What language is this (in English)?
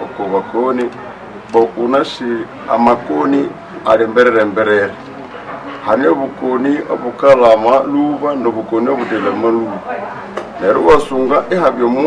Nande